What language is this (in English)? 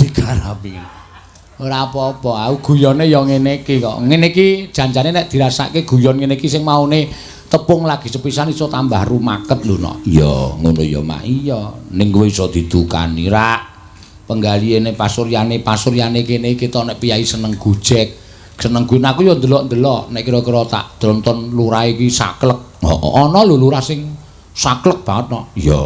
Javanese